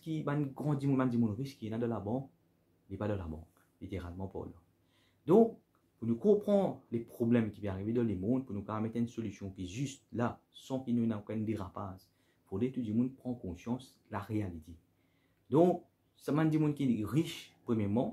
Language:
Morisyen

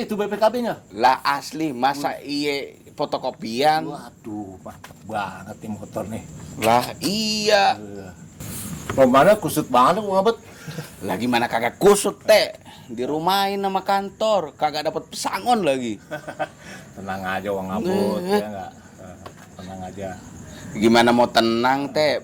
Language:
Betawi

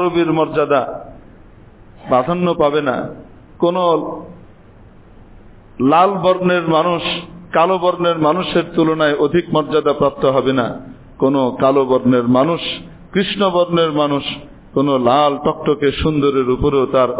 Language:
Bangla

